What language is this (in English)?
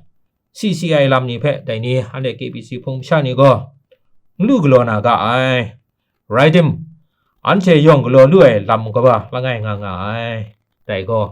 Kachin